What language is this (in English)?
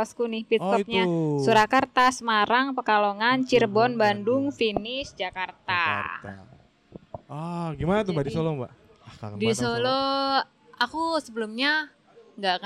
Indonesian